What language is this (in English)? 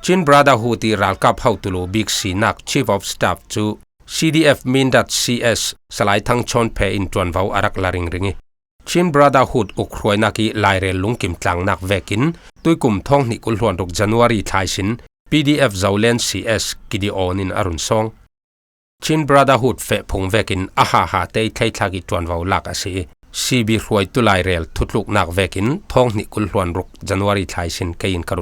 Falam Chin